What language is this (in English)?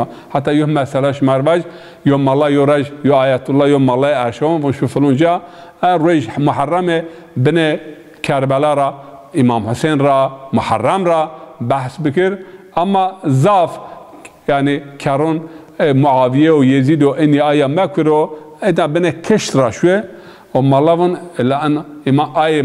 Zaza